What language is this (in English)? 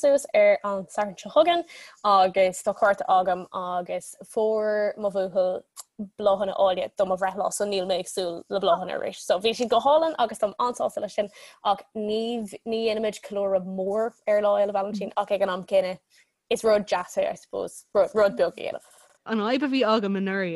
Irish